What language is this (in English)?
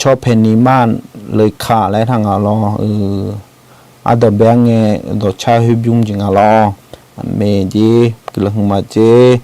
Akha